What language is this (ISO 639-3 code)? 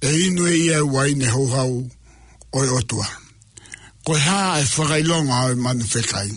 ton